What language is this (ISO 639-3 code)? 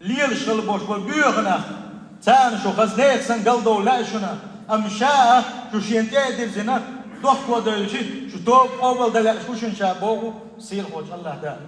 che